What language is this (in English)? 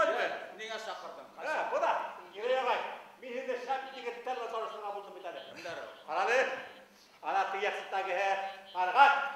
Bashkir